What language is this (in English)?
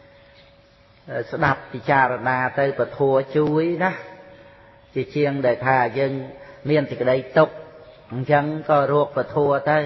Khmer